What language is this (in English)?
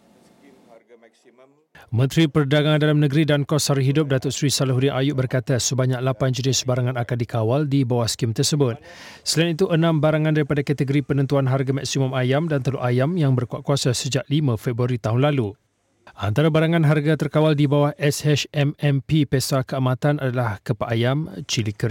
Malay